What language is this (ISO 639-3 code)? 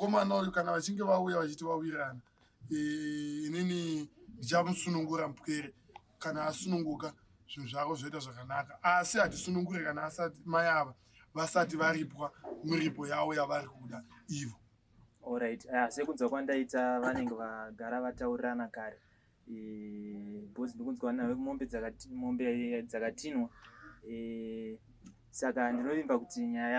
sna